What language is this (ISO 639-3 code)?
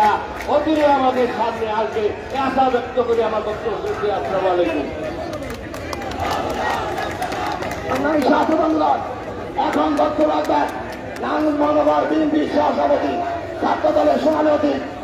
ben